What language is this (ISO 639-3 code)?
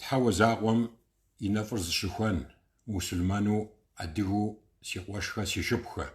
kbd